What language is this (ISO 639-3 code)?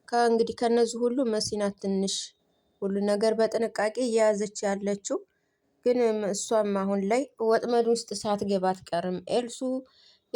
amh